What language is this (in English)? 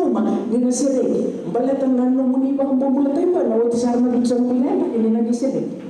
Fijian